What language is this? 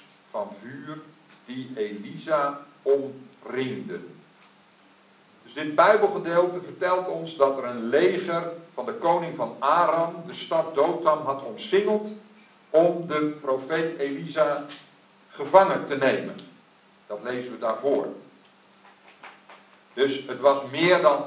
Dutch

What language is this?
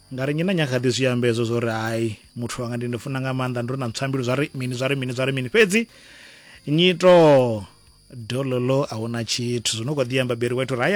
Venda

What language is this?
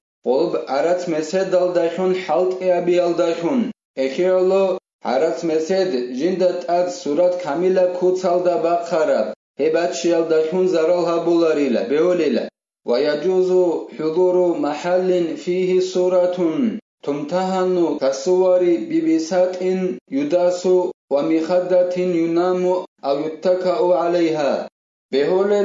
Avaric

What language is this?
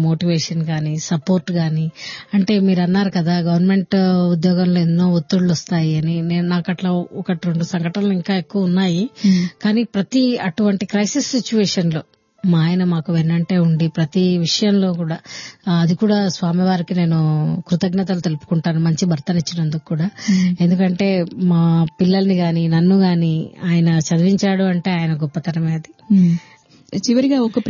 Telugu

